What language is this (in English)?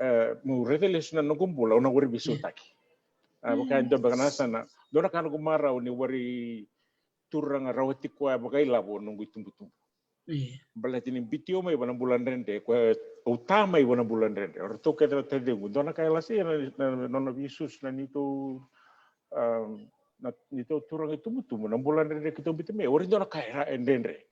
Fijian